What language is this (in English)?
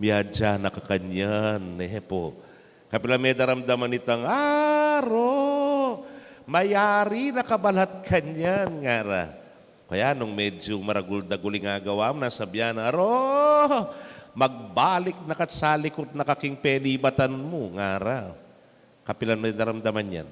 Pampanga